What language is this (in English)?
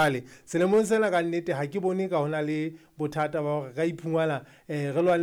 Southern Sotho